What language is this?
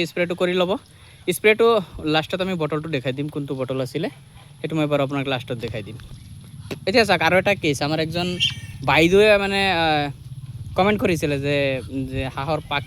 Assamese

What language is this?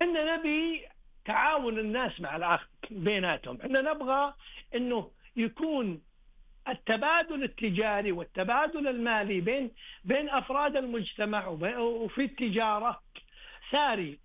Najdi Arabic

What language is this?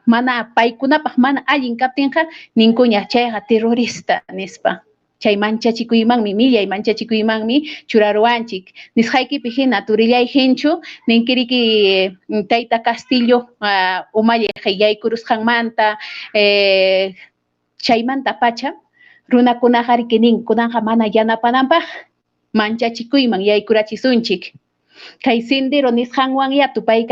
Ayacucho Quechua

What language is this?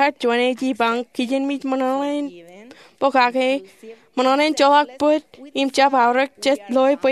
Marshallese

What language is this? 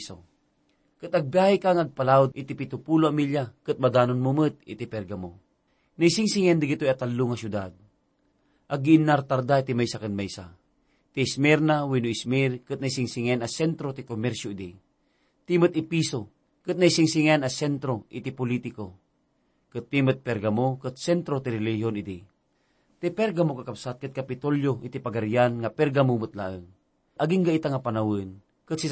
Iloko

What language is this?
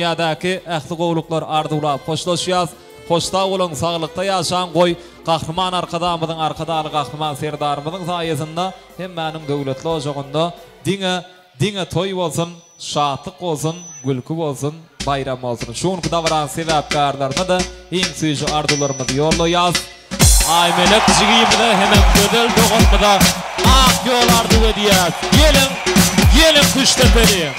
Turkmen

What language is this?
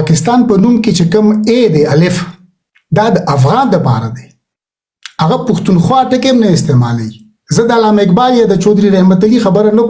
Pashto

